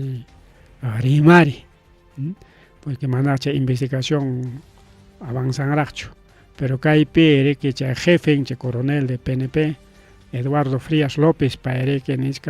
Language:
Ayacucho Quechua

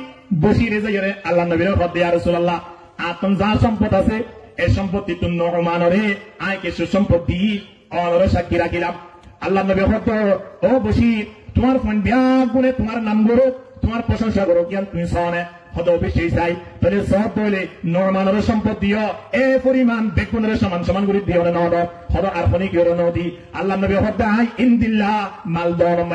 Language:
Rohingya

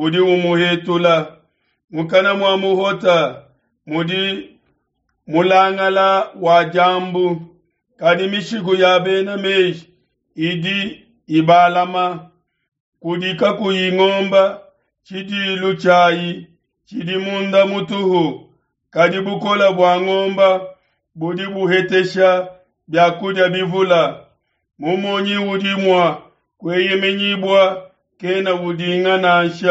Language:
Luba-Lulua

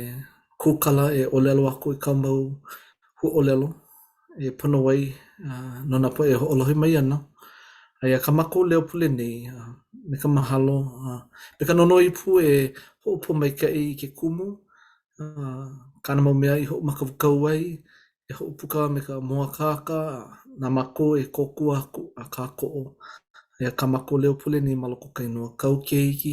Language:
Hawaiian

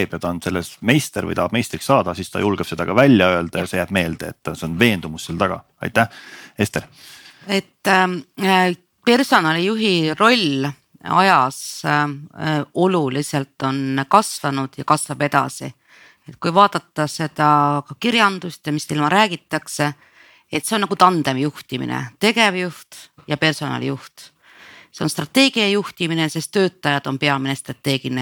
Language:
Estonian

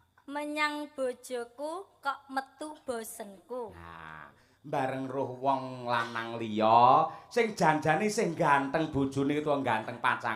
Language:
Javanese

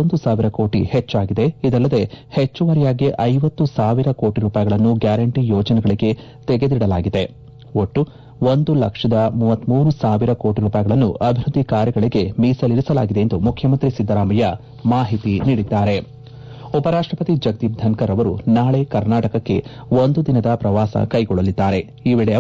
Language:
Kannada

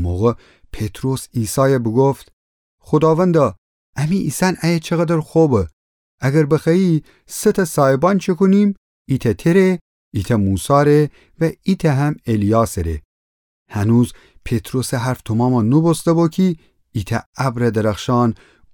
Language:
Gilaki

